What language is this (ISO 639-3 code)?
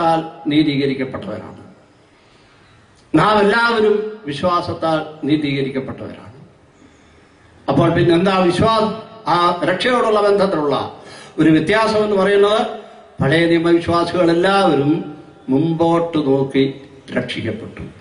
mal